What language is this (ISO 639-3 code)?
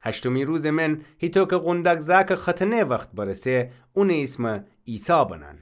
glk